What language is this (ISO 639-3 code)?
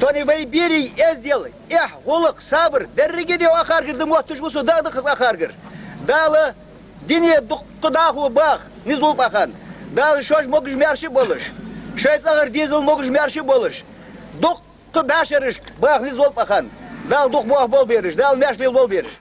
inh